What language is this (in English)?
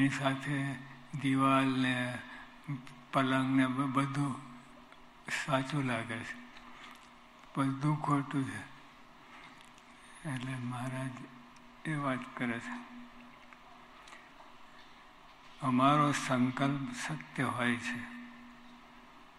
Gujarati